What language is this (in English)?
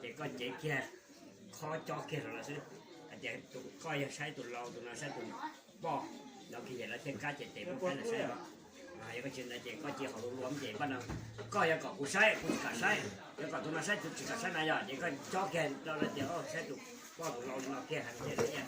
Hmong